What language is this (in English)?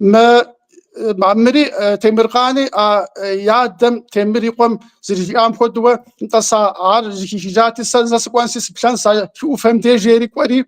Kabardian